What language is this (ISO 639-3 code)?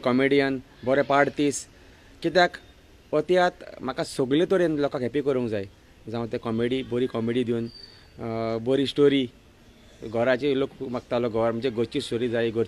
kok